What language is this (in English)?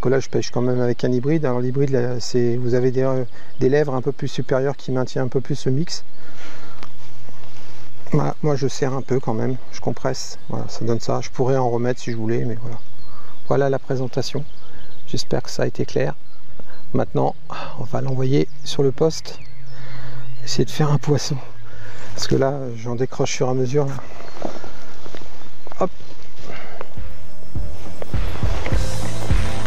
French